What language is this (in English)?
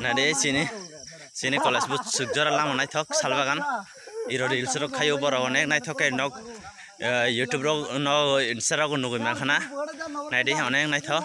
Kok Borok